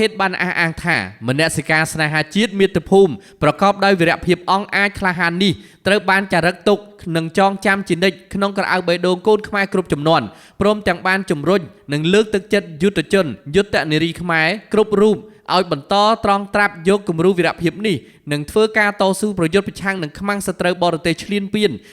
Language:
Khmer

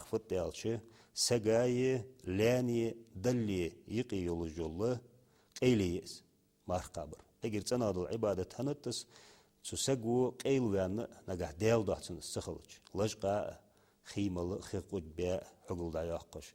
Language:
Ingush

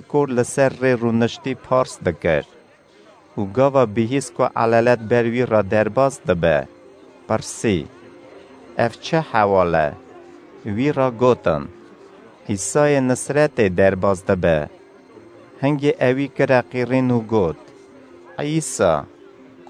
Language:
Kurdish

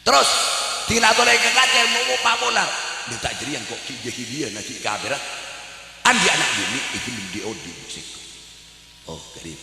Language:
Madurese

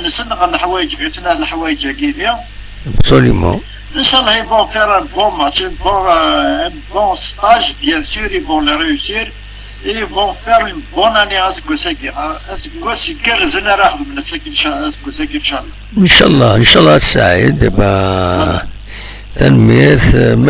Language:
Kabyle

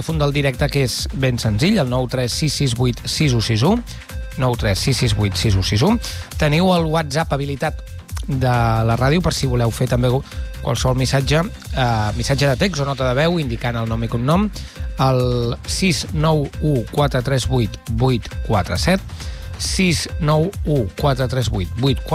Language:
Catalan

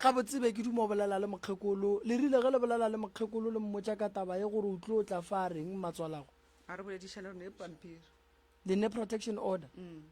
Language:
Northern Sotho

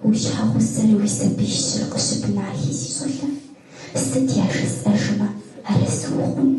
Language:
Kabardian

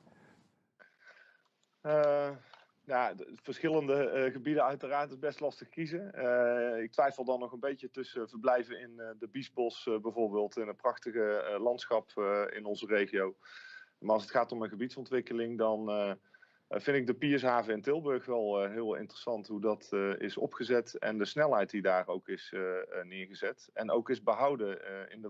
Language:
Dutch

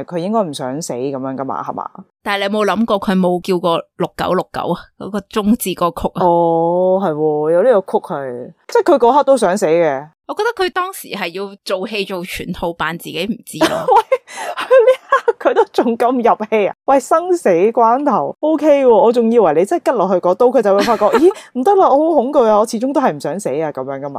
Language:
Cantonese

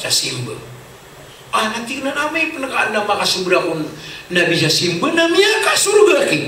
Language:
Maranao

